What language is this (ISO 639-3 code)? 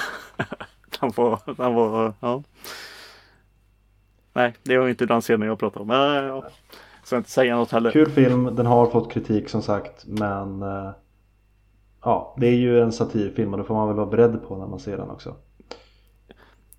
swe